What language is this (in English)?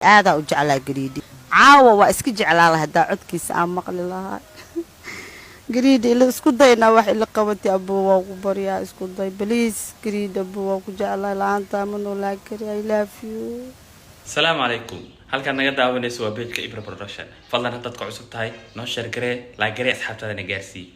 Somali